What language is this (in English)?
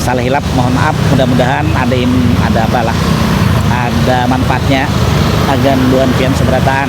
Banjar